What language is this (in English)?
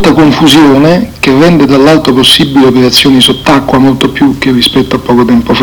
Italian